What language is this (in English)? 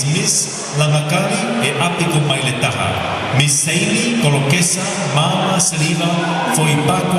Tongan